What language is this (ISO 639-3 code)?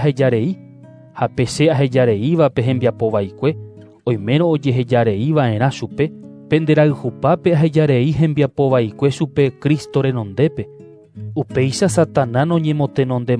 grn